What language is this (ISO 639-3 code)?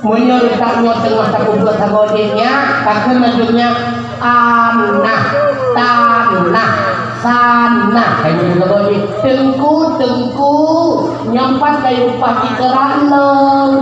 ace